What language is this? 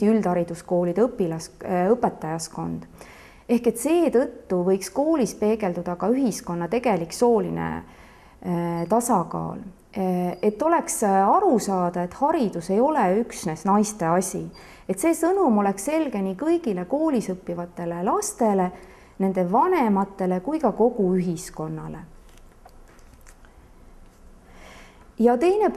Estonian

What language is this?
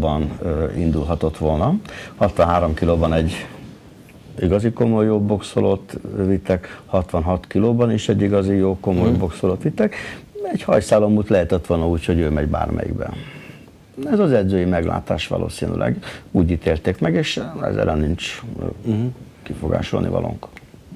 Hungarian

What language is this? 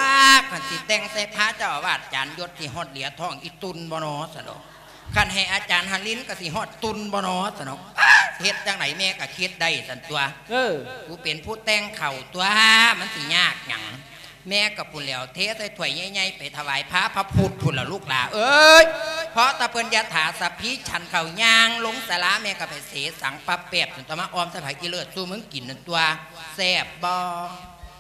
Lao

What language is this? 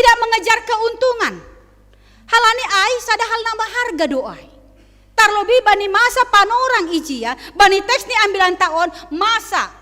Batak Simalungun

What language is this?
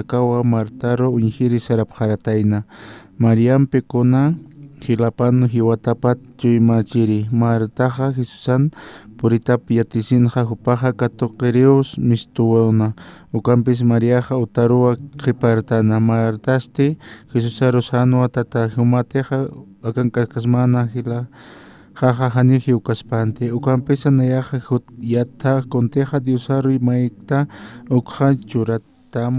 Aymara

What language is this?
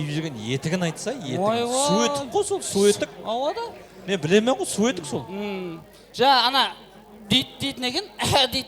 Kara-Kalpak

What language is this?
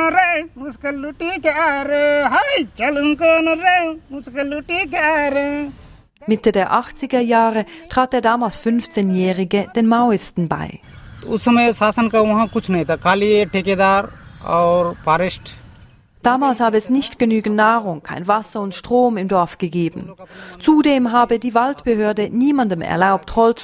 German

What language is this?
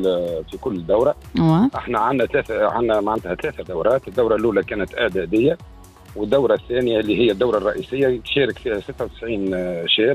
Tunisian Arabic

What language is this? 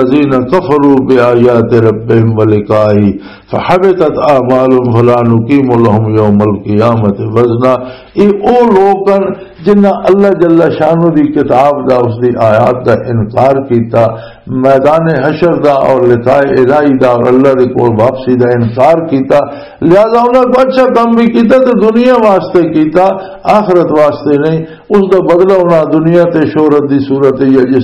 Western Panjabi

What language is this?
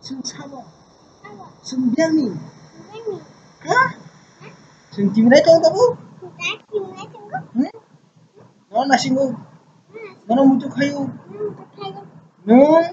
Kok Borok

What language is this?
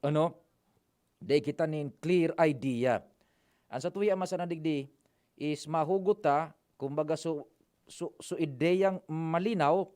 Bikol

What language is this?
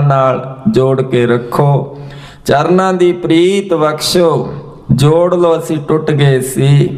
Punjabi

